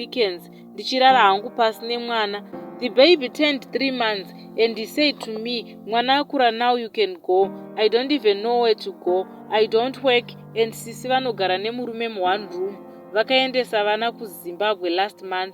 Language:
Shona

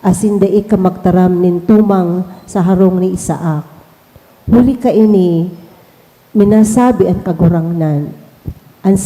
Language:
Bikol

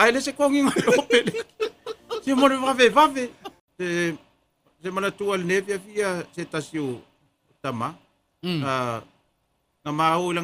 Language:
Samoan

